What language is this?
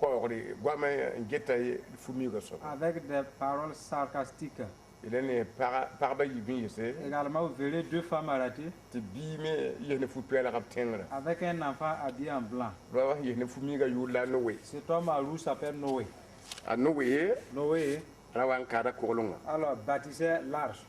Mossi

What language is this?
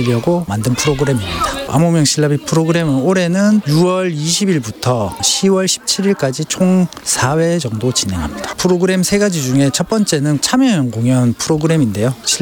Korean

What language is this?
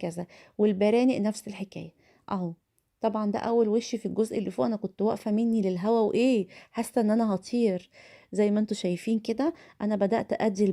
Egyptian Arabic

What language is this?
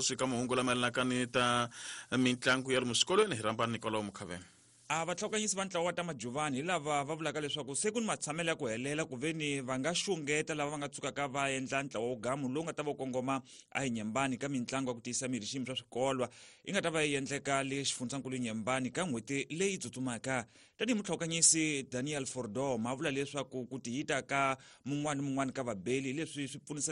Tsonga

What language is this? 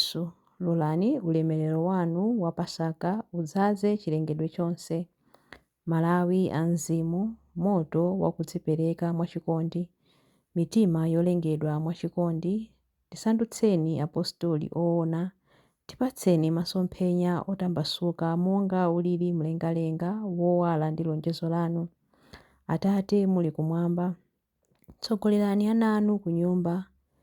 Nyanja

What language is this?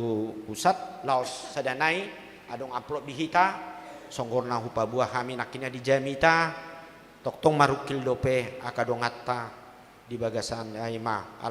Batak Toba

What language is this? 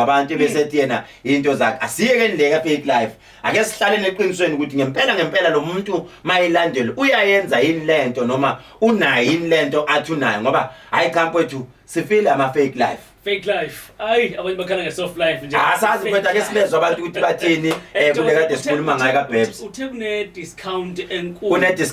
Zulu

